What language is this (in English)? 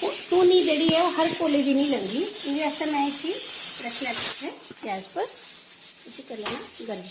Dogri